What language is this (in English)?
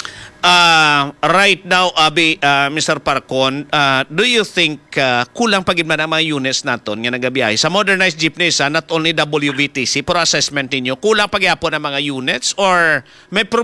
Hiligaynon